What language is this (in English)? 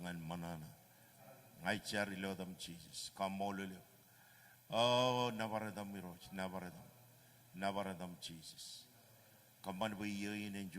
Marshallese